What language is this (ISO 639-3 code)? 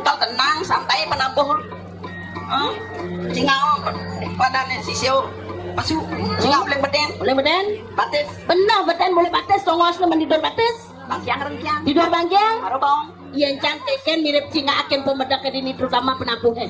ban